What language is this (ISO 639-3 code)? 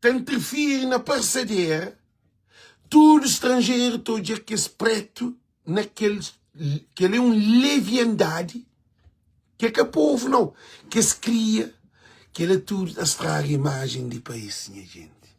kea